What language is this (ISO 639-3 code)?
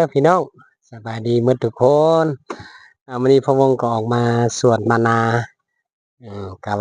tts